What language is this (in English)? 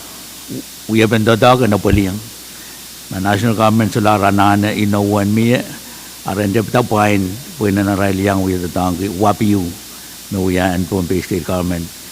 Pohnpeian